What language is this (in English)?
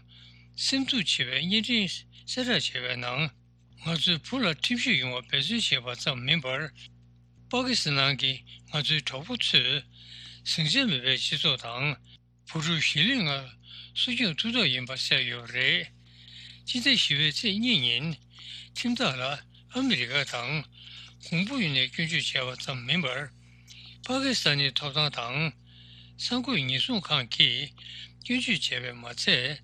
Tibetan